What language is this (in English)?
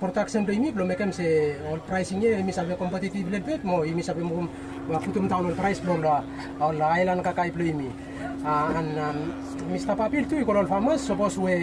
Bislama